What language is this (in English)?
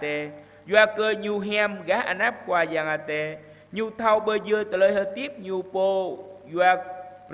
Jarai